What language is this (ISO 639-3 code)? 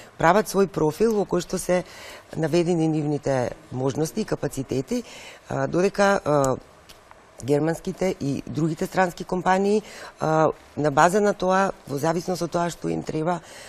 mkd